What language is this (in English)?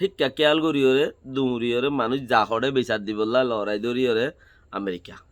Rohingya